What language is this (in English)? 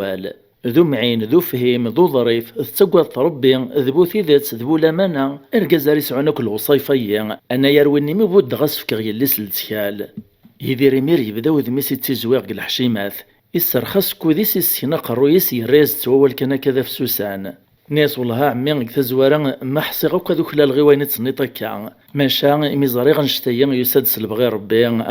Kabyle